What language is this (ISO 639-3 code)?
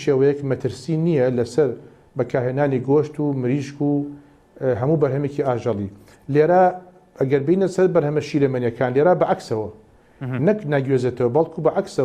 ckb